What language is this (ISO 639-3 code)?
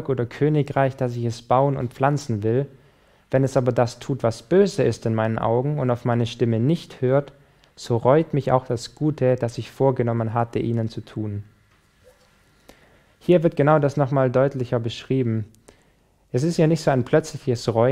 deu